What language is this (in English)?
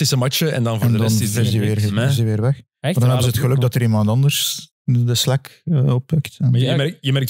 Dutch